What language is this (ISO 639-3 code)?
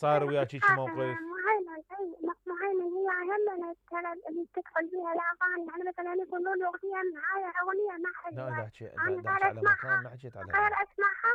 acm